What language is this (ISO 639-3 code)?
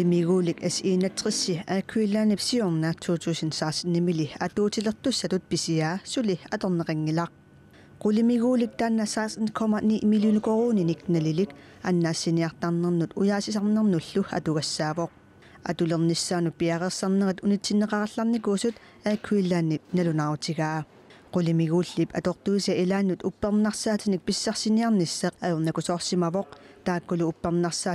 kal